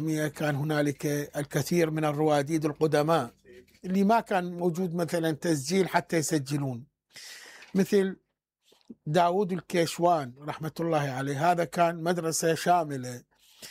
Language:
Mesopotamian Arabic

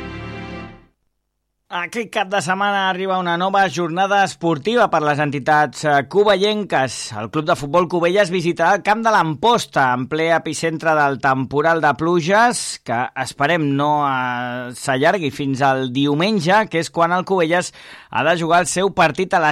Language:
Catalan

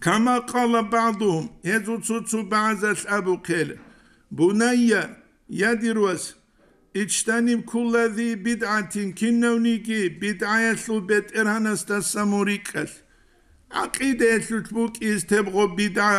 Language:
Avaric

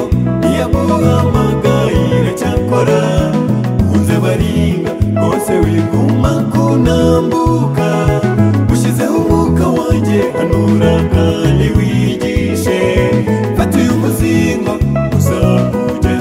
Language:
Kinyarwanda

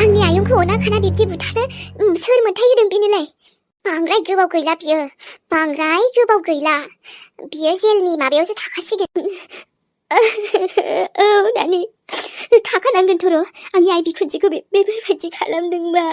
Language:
Bodo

